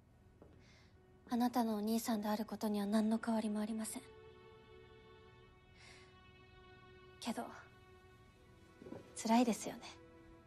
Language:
Japanese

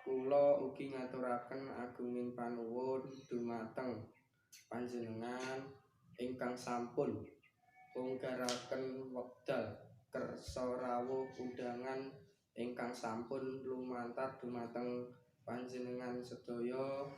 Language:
Javanese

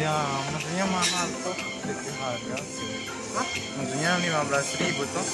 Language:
Manado Malay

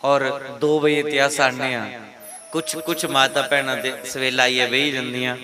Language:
Dogri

